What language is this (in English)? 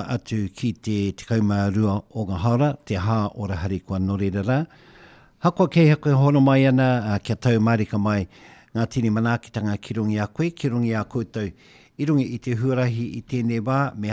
Māori